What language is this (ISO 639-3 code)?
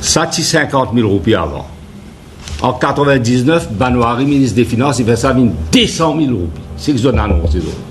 mfe